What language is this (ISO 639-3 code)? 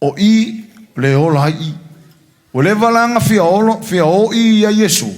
smo